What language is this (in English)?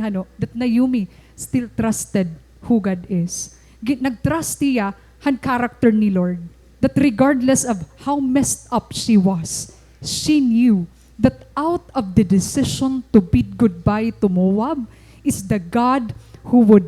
Waray